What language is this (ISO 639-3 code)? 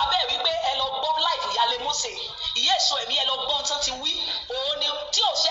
yor